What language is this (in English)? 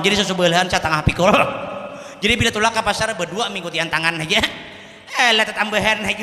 Banjar